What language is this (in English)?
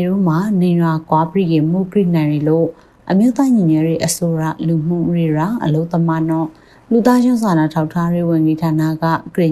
Burmese